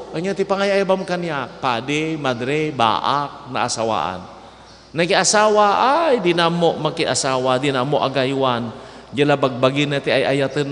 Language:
Iloko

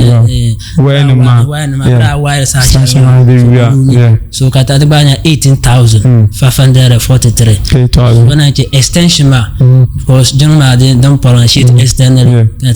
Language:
Dagbani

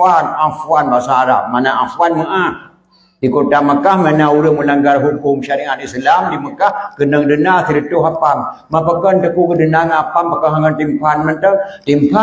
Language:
Achinese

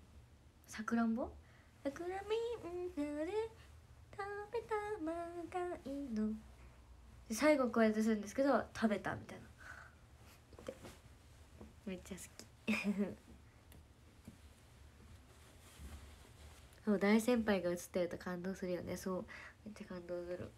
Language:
Japanese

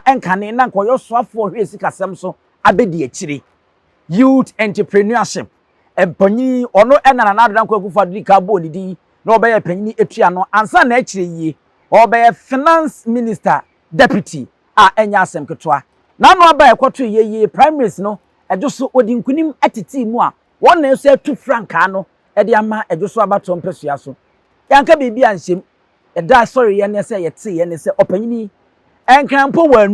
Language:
Akan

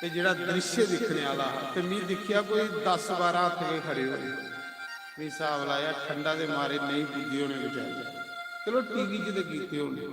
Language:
Dogri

